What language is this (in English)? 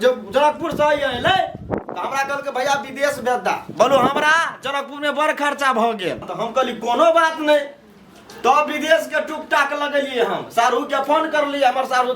Maithili